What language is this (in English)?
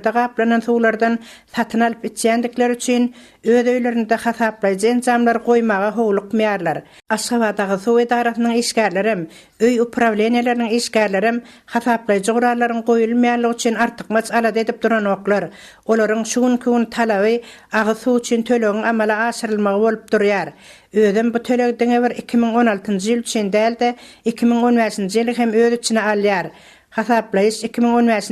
Turkmen